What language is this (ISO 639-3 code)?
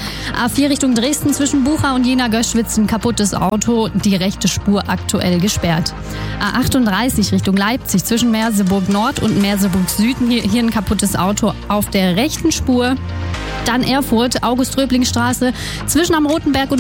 deu